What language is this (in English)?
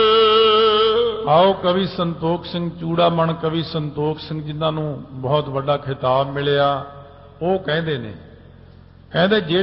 Punjabi